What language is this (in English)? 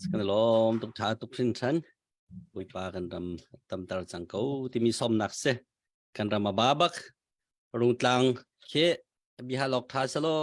Hakha Chin